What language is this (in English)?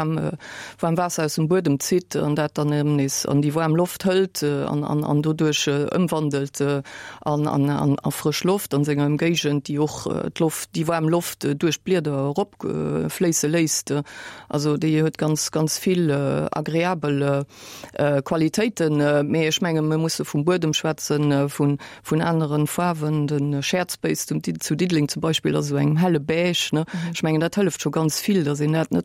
Luxembourgish